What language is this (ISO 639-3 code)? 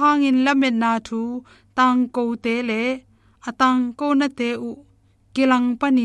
ctd